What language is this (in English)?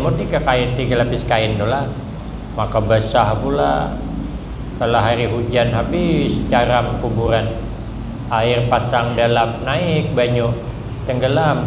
Banjar